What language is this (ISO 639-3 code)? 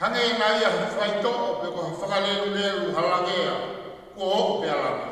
ton